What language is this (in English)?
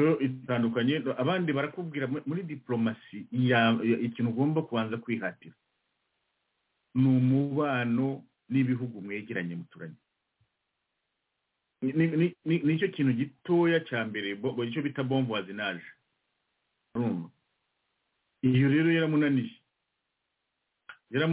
Kinyarwanda